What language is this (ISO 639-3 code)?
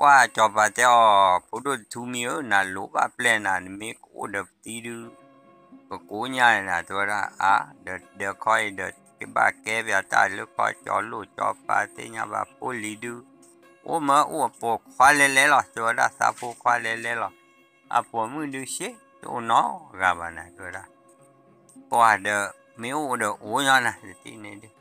ksw